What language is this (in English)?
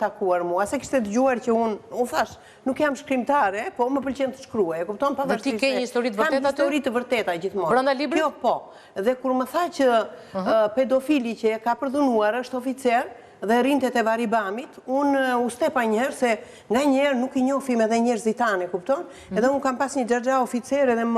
Albanian